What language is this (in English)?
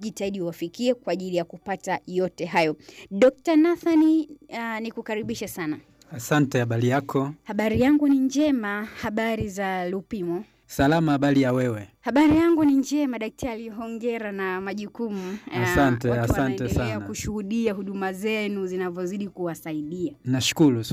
Swahili